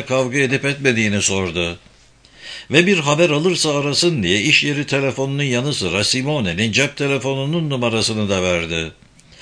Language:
Turkish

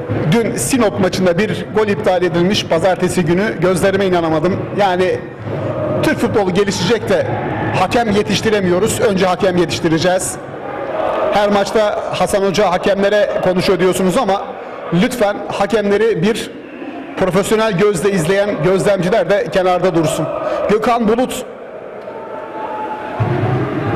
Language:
Turkish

